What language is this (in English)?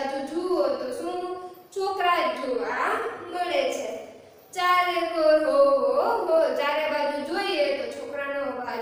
Gujarati